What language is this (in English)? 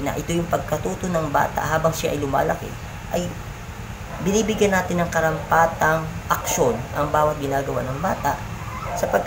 Filipino